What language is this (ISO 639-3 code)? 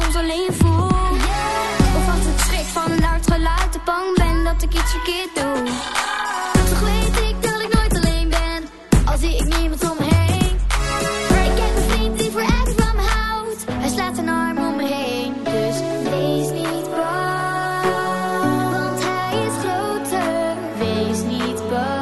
nld